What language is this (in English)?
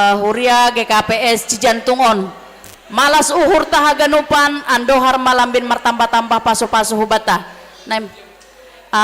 Batak Simalungun